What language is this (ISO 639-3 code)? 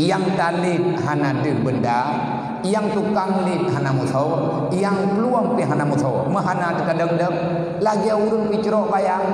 ace